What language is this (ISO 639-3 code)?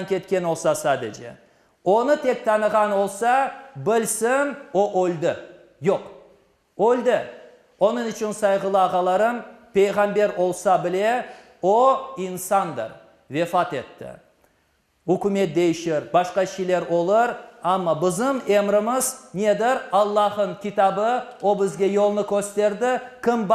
crh